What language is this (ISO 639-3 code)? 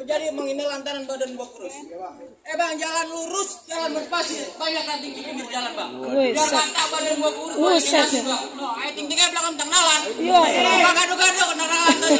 bew